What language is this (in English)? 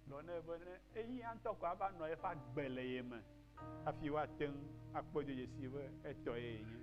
Ewe